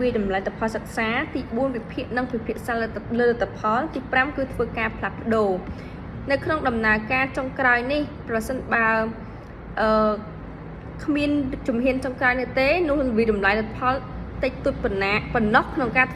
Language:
Khmer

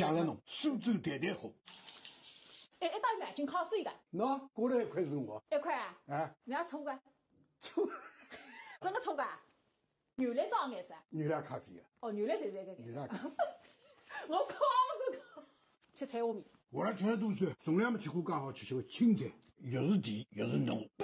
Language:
Wu Chinese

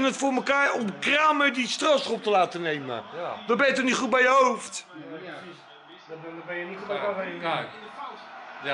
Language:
Dutch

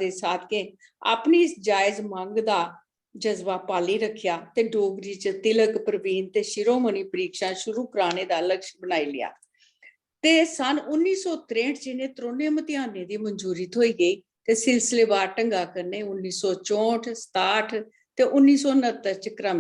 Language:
Dogri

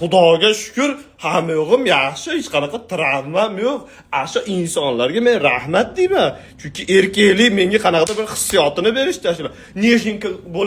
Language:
Uzbek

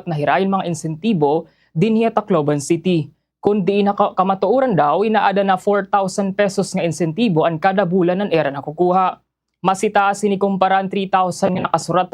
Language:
Waray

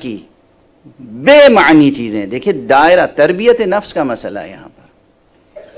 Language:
Urdu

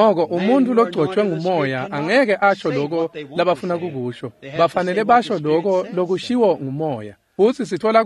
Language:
Swati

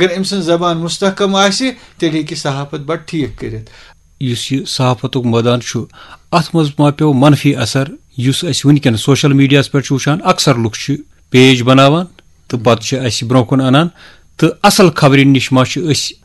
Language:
Kashmiri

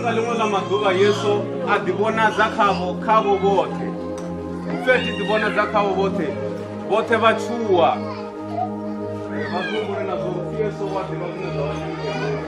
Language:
Venda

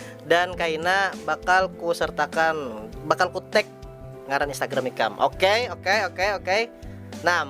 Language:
Banjar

